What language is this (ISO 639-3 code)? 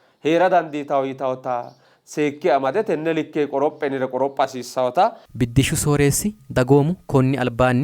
sid